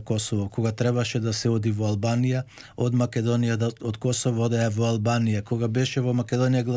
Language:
Macedonian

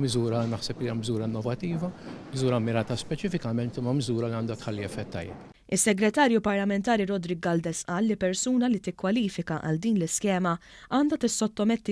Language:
Maltese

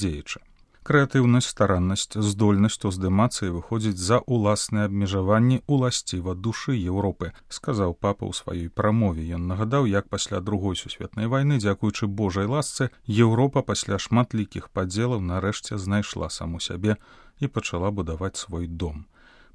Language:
Belarusian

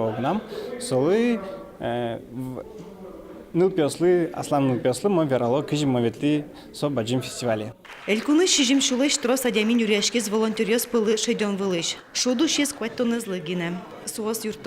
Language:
Udmurt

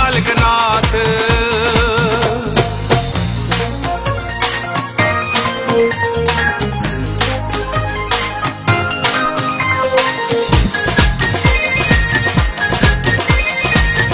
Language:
Punjabi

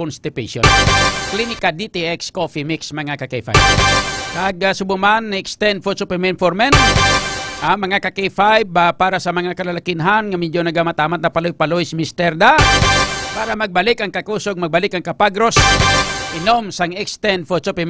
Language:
Hiligaynon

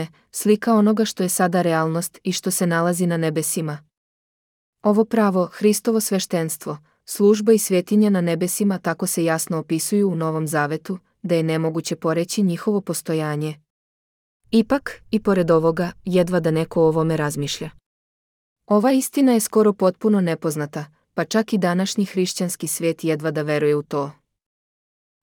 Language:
Serbian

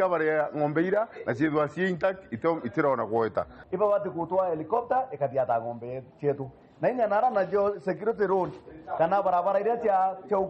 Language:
Meru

